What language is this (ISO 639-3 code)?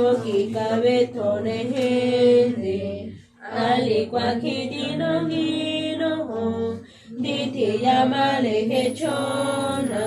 maa